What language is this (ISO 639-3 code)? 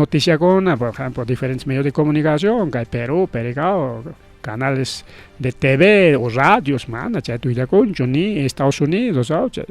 quy